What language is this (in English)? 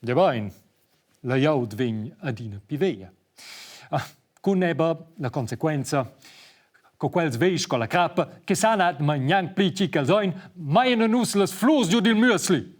Romansh